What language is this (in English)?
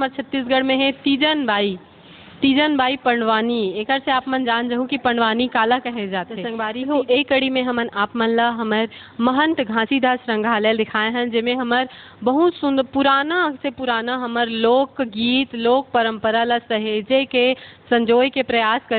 Chhattisgarhi